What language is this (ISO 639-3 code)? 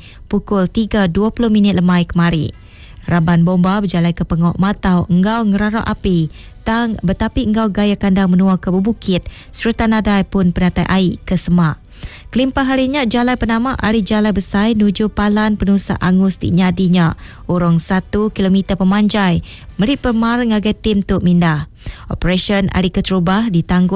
iba